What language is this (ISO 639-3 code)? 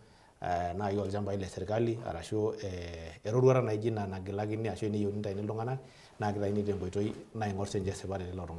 mas